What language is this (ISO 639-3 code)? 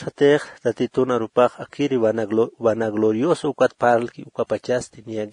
aym